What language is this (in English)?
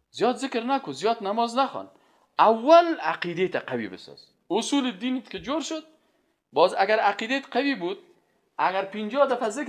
Persian